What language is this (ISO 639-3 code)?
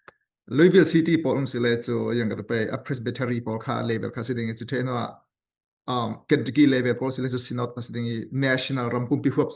cfm